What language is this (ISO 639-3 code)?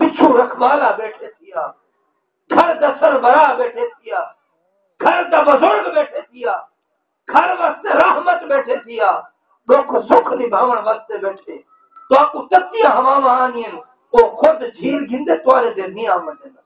skr